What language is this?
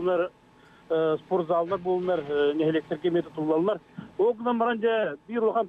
Yakut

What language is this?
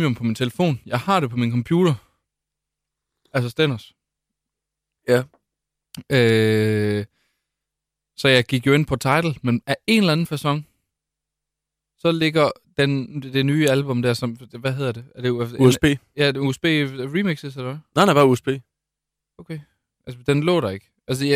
Danish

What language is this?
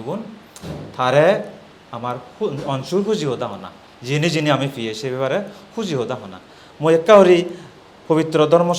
Chakma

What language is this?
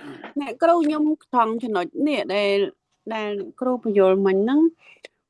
Khmer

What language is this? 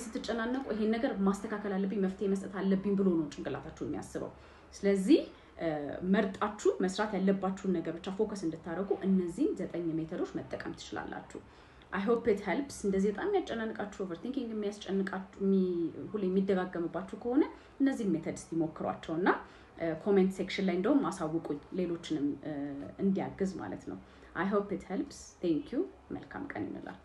Amharic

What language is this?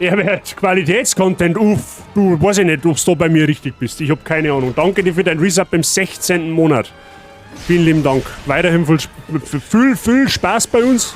Bavarian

